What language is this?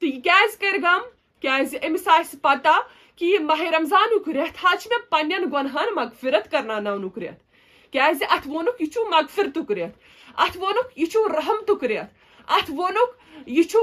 Kashmiri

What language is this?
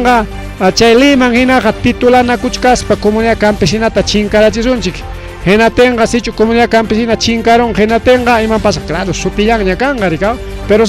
Ayacucho Quechua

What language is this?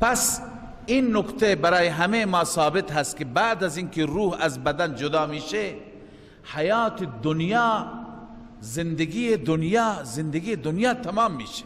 Persian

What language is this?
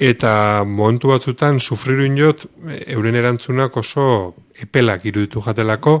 Basque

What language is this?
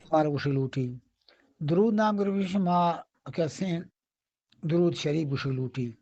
Eastern Balochi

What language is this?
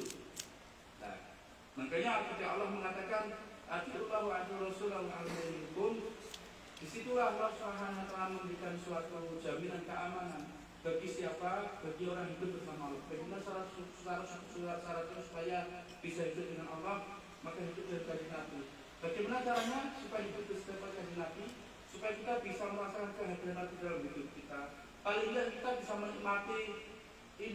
Indonesian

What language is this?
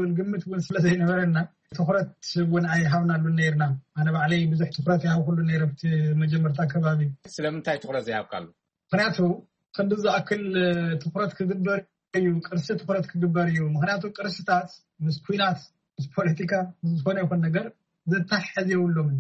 Tigrinya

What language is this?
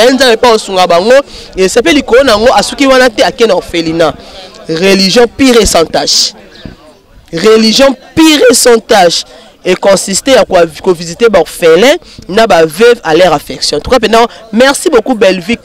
Lingala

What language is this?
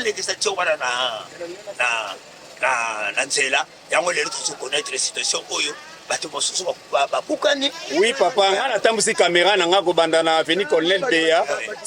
Lingala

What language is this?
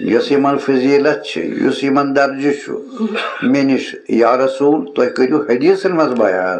Kashmiri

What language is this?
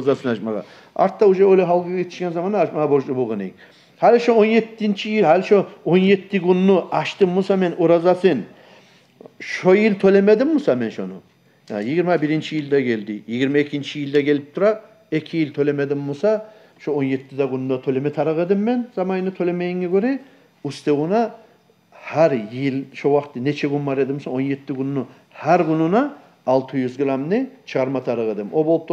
Kumyk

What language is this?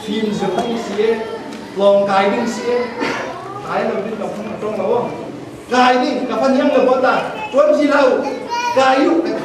Falam Chin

